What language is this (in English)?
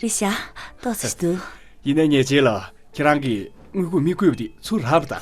Tibetan